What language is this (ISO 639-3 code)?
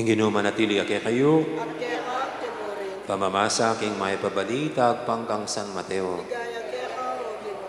pam